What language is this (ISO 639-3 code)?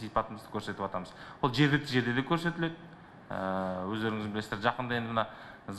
kaz